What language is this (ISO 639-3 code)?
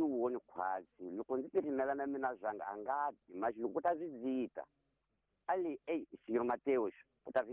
tso